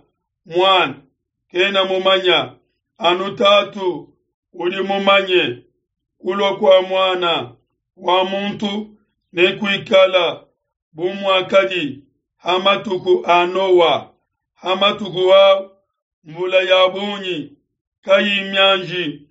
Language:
Luba-Lulua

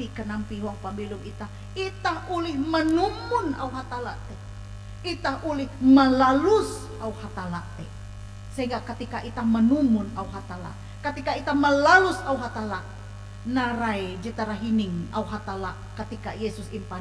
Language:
Ngaju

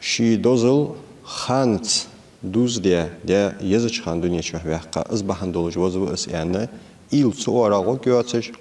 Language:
Ingush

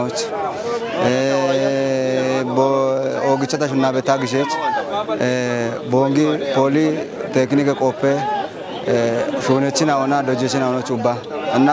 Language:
Kafa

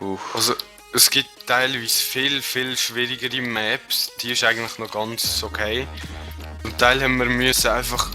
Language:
Swiss German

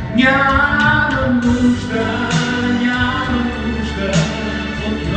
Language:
Bulgarian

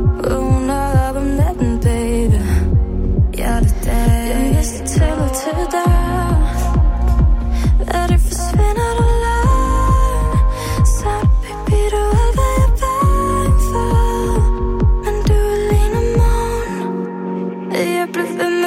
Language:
Danish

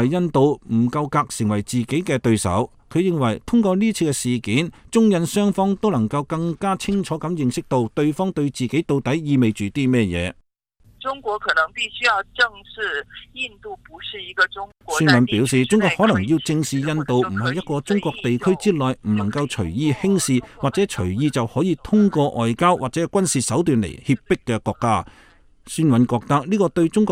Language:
Cantonese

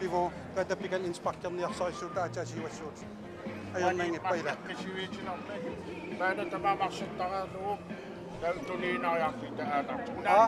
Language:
Kalaallisut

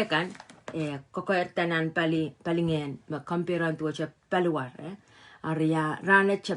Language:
Pohnpeian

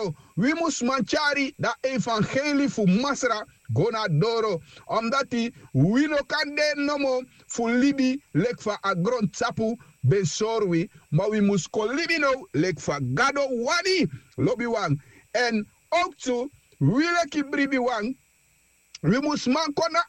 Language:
Sranan Tongo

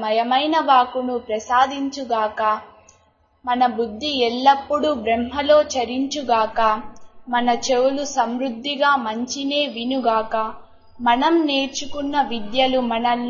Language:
Telugu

